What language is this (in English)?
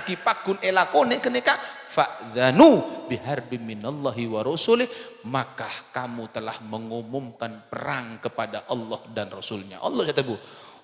Madurese